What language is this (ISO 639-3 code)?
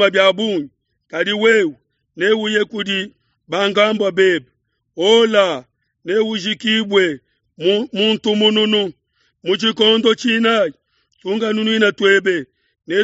lua